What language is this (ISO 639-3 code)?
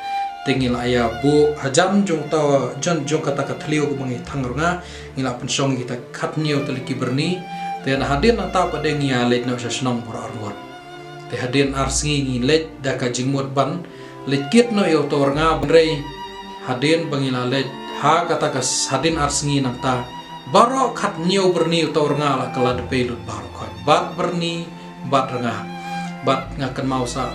kha